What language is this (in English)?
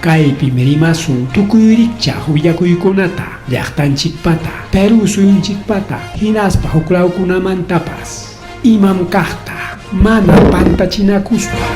Ayacucho Quechua